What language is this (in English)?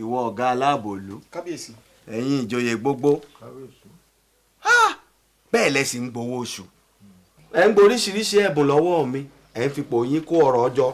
Yoruba